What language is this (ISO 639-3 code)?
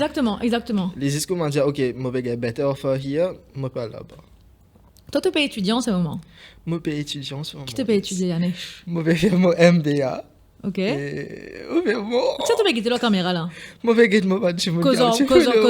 mfe